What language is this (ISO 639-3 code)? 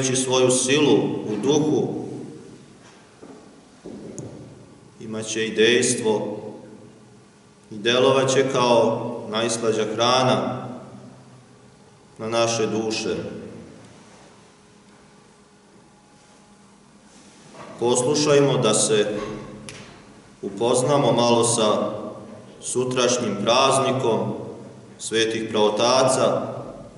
srp